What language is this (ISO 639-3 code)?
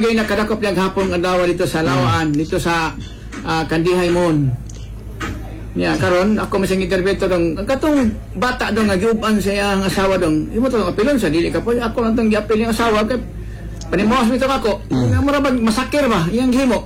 ceb